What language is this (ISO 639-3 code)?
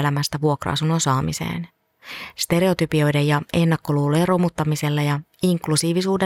fin